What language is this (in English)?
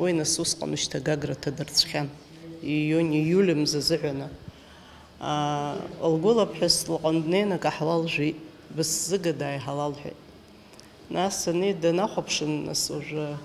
Abkhazian